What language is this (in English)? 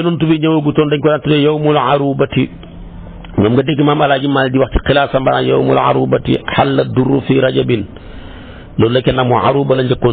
Wolof